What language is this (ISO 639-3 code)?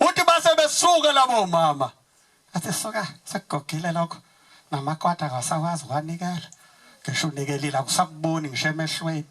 zul